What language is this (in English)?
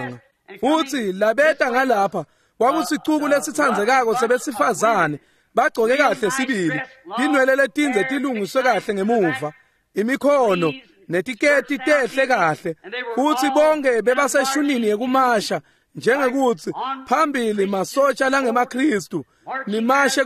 Swati